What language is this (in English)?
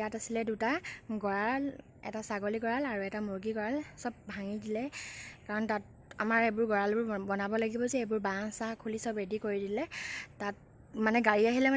Assamese